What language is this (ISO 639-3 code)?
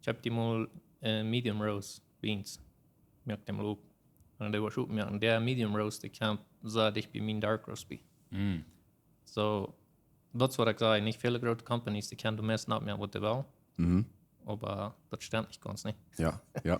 pdt